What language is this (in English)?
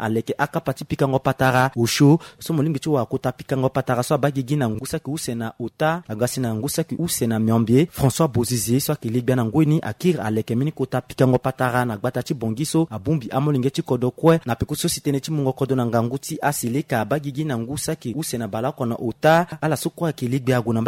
Sango